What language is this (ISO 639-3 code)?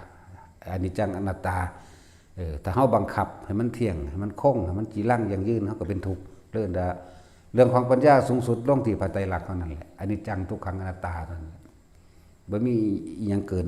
tts